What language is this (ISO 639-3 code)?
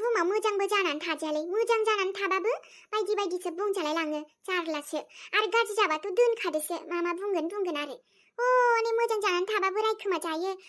brx